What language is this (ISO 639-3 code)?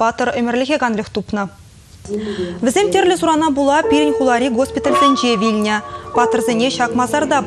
chv